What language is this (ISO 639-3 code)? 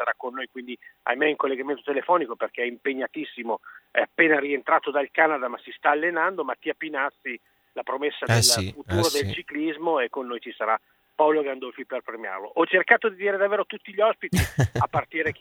ita